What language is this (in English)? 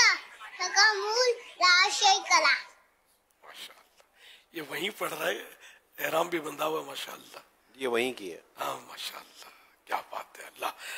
Urdu